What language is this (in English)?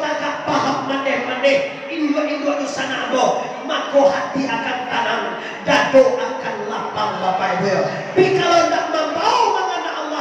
Minangkabau